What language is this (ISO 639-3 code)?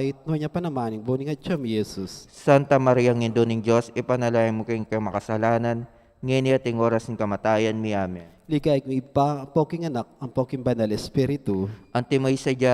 pam